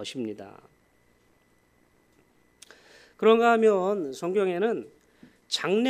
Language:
Korean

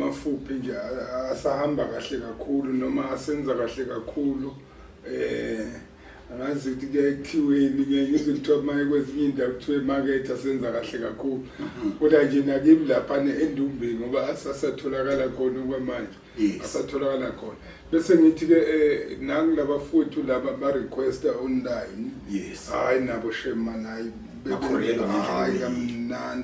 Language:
Zulu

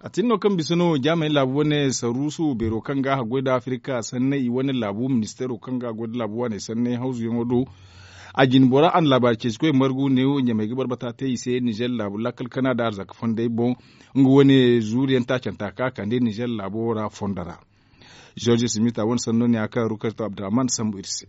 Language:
Zarma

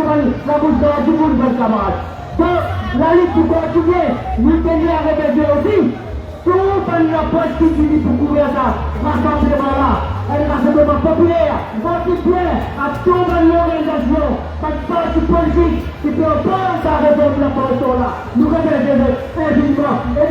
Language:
Morisyen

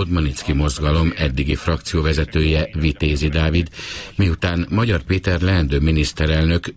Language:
Hungarian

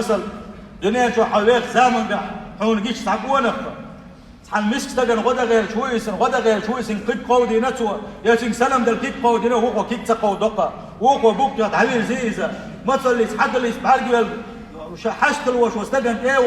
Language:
Chechen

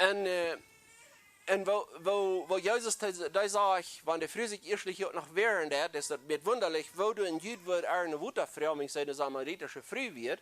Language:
Plautdietsch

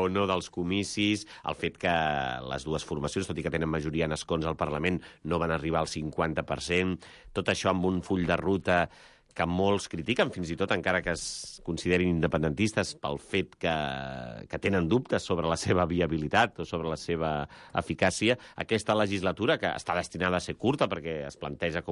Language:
Catalan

